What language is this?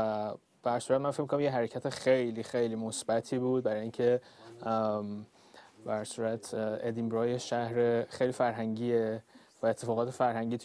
Persian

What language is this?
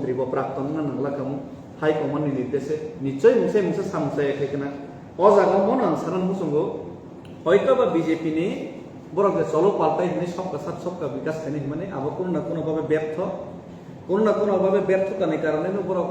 Kok Borok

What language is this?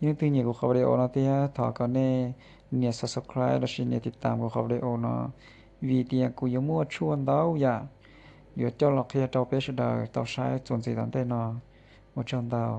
Hmong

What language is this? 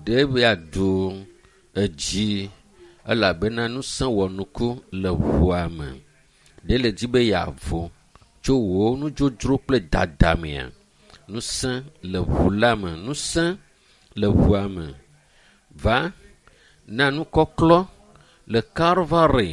Ewe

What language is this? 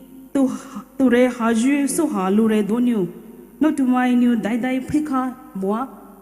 Poumei Naga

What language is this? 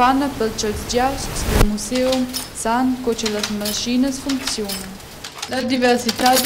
Romansh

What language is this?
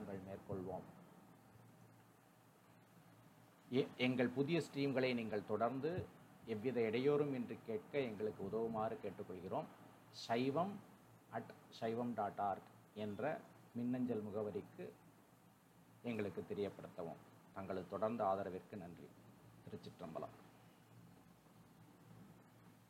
Tamil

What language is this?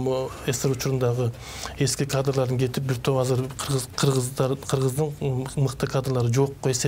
Kyrgyz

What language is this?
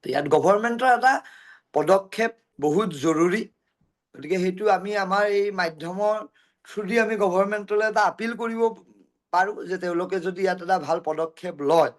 Assamese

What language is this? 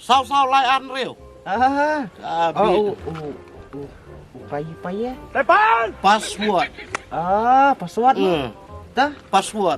Khasi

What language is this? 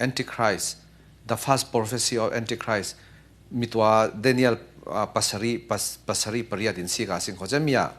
Falam Chin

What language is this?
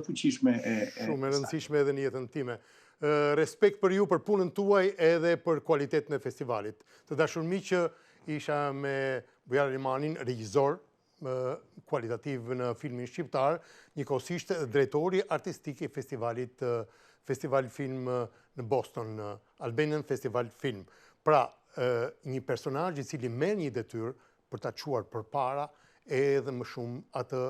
Albanian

